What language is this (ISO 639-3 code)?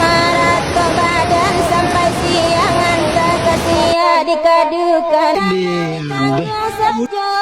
min